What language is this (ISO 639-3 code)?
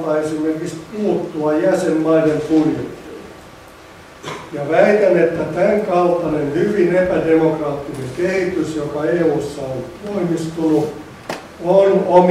fin